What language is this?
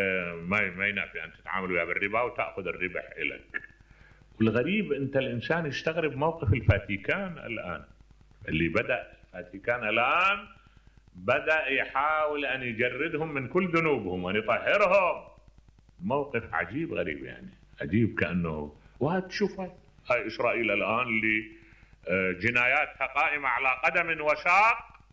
Mesopotamian Arabic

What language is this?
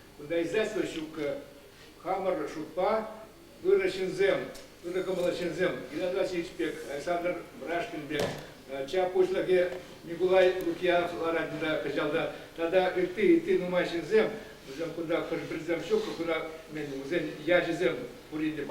Chuvash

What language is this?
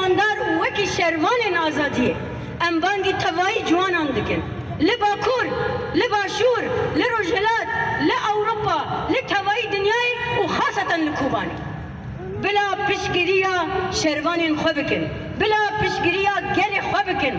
Kurdish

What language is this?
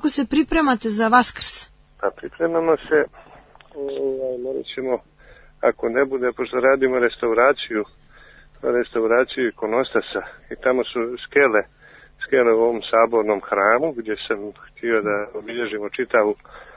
Serbian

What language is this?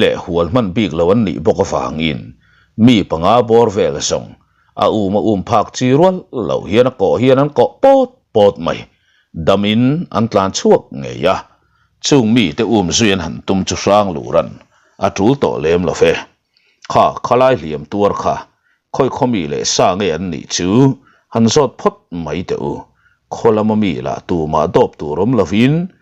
Mizo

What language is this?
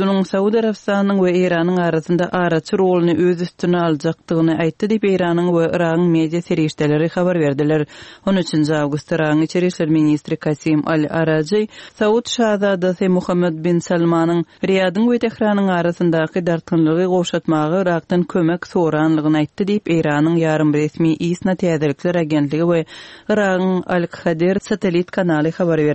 Turkmen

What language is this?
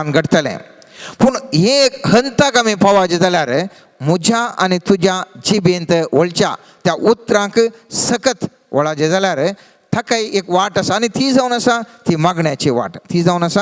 Konkani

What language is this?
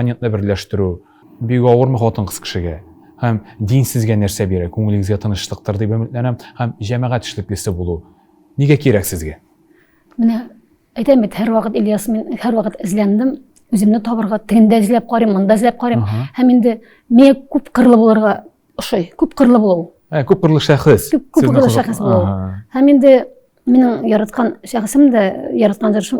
Tatar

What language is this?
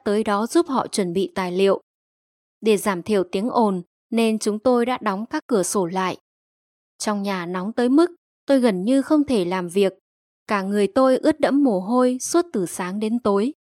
Vietnamese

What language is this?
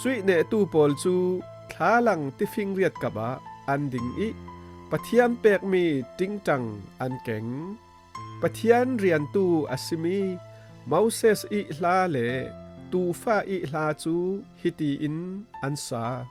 Falam Chin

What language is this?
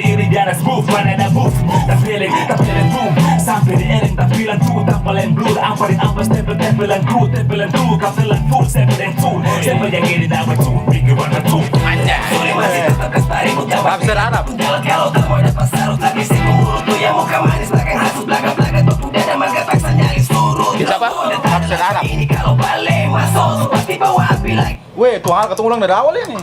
Ambonese Malay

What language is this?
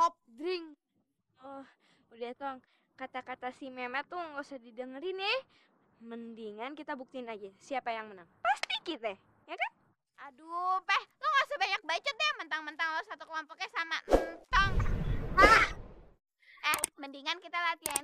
Betawi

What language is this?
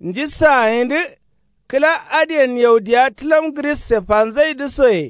Kanuri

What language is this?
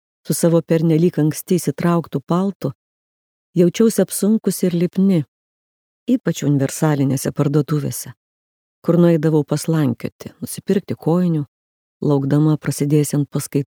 Lithuanian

